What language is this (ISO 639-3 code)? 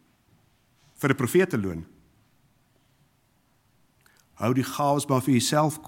afr